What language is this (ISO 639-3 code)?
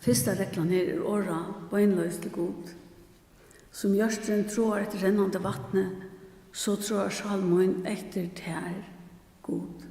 fao